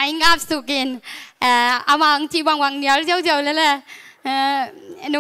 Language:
Tedim Chin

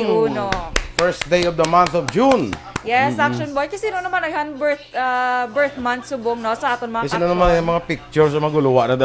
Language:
Hiligaynon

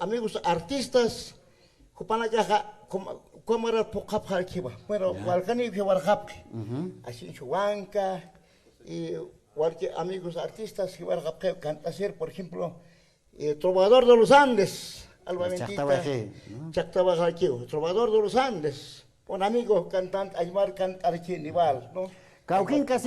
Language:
Aymara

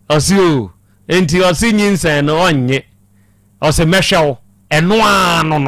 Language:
Akan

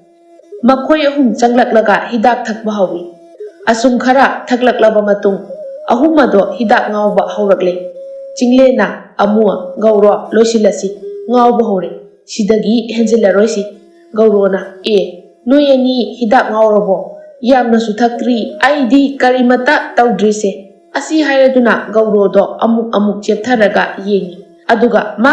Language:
Manipuri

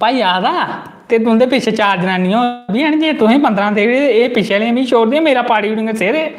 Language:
Dogri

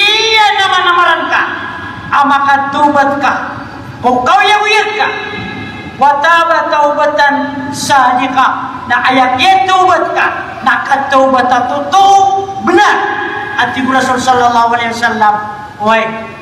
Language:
Maranao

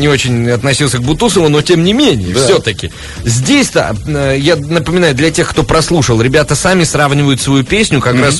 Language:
Russian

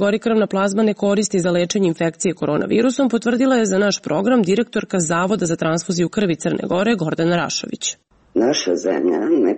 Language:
Serbian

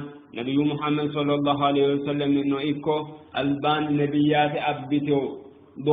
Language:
Sidamo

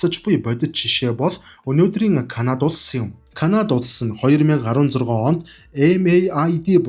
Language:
Mongolian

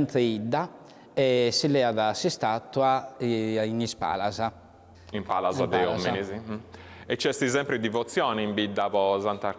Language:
Sardinian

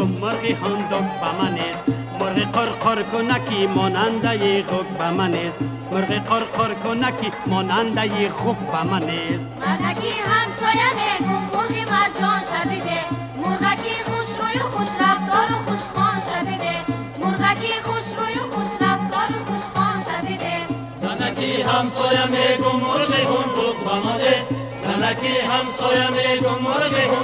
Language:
Tajik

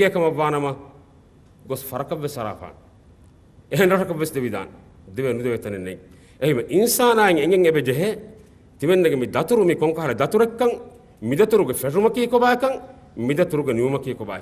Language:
Divehi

